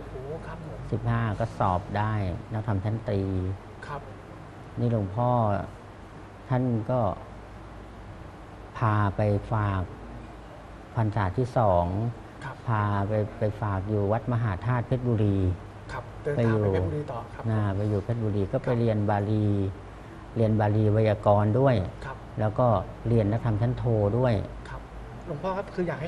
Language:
Thai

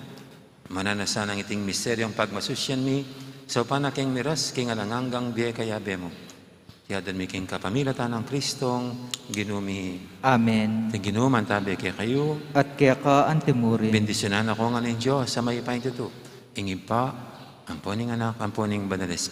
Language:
Pampanga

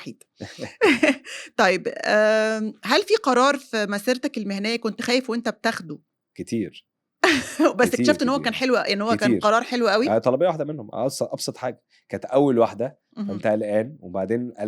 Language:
Egyptian Arabic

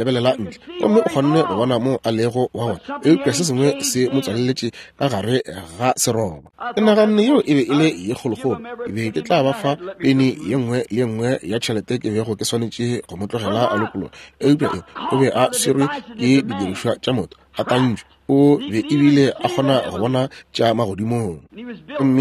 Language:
Northern Sotho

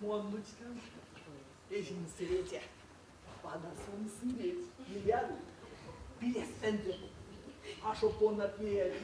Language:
Erzya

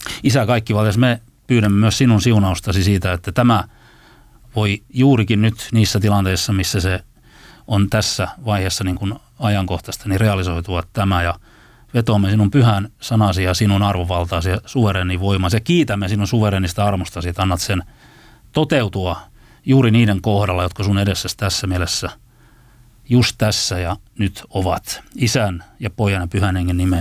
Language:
Finnish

